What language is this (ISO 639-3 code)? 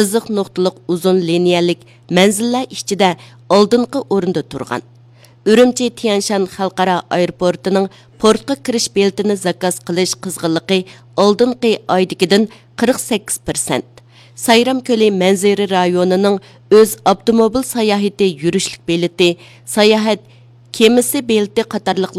uig